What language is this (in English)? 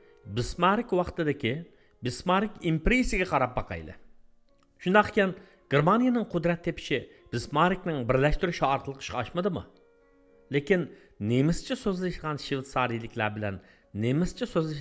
Uyghur